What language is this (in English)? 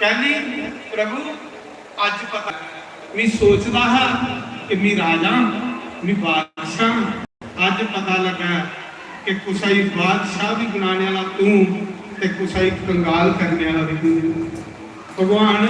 Dogri